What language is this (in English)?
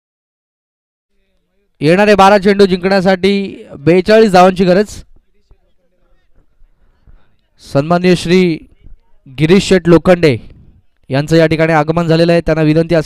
Marathi